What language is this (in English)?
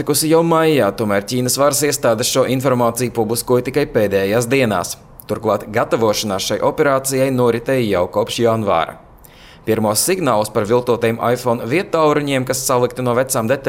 Latvian